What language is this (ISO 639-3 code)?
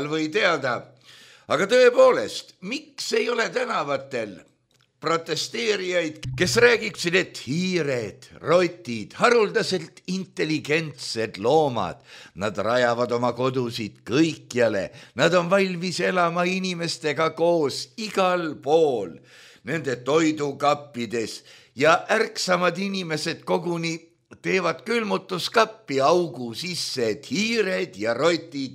est